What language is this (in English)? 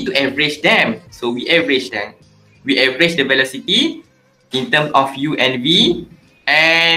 English